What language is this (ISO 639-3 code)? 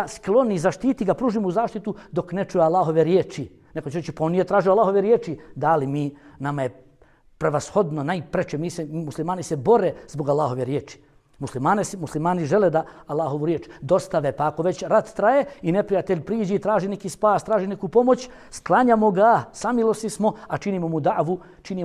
bos